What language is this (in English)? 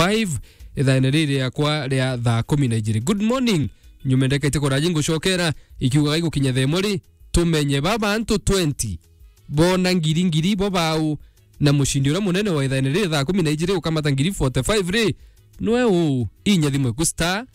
Meru